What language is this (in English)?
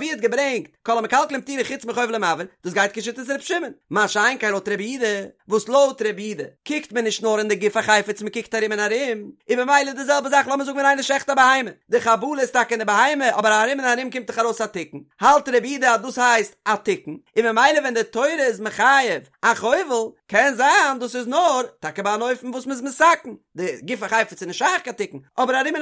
Yiddish